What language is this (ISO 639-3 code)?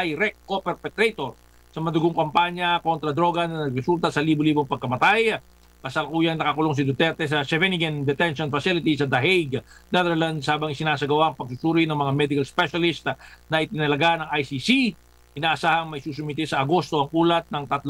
fil